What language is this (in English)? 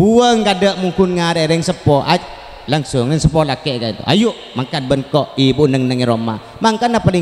Madurese